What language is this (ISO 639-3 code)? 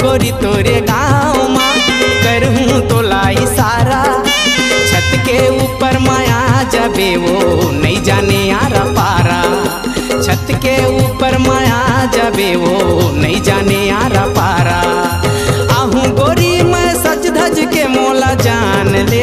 hne